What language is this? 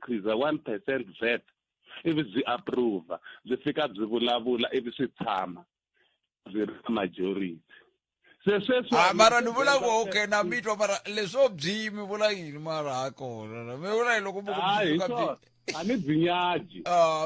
Tsonga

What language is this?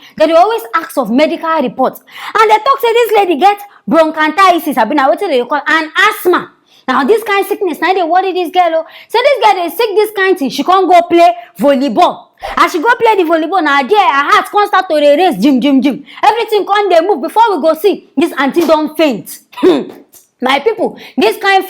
Nigerian Pidgin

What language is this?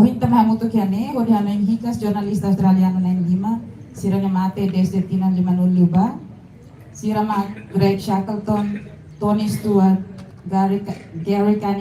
Tetum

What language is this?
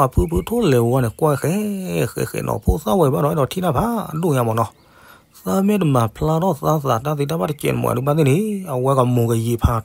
S'gaw Karen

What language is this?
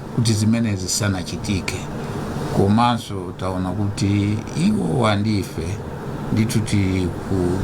Nyanja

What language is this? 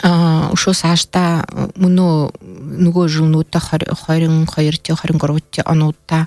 Buriat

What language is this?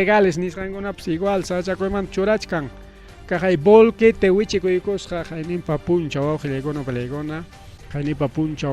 Ayacucho Quechua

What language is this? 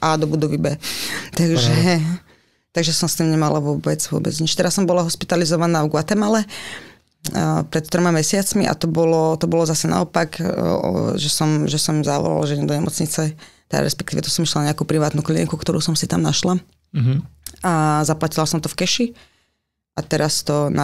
Slovak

